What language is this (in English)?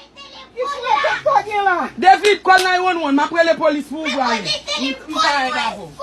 Haitian Creole